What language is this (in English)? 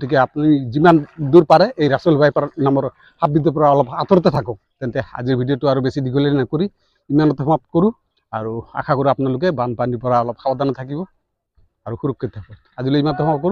Assamese